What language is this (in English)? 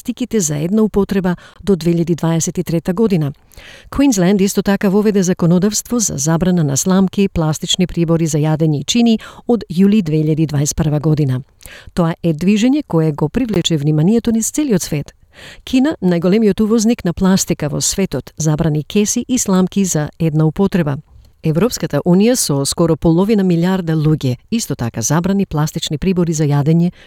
Macedonian